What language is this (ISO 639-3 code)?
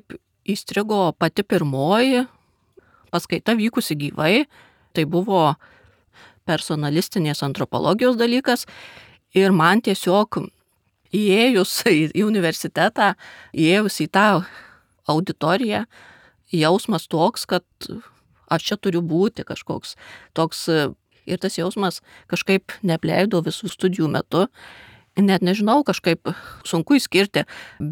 lit